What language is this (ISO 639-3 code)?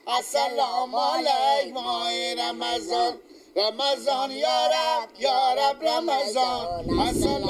fas